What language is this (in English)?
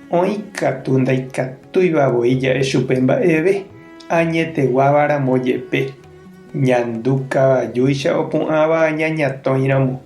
Guarani